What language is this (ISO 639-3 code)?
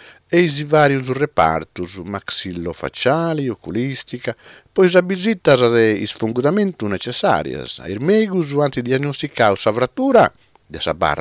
srd